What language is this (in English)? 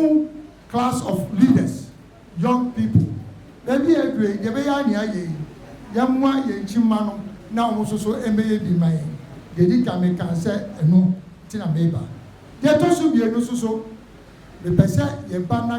Akan